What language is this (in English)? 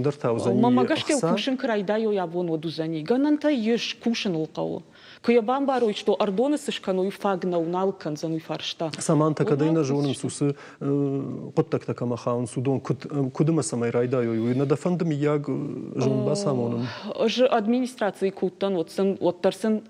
Ossetic